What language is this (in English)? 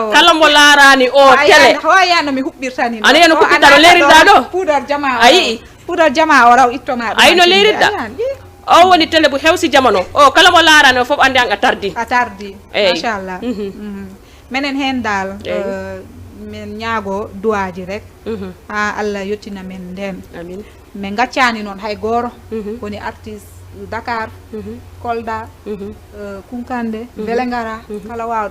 Fula